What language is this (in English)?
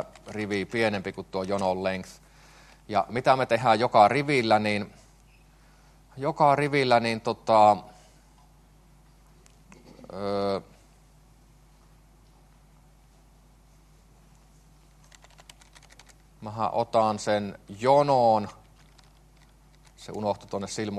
Finnish